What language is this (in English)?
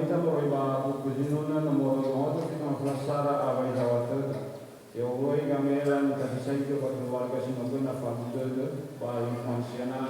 Nias